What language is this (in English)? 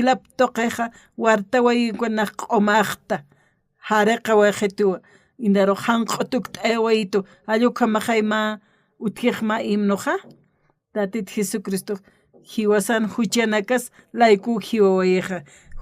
Aymara